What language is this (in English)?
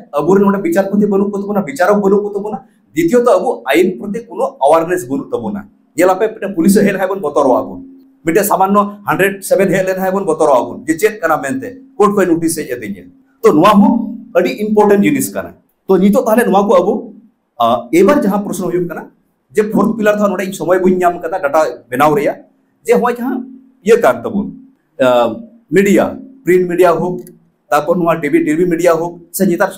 Santali